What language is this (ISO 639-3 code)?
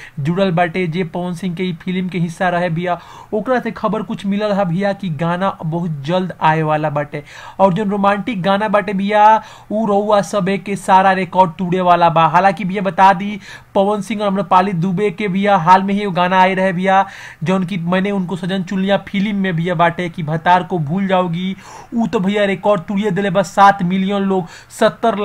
bho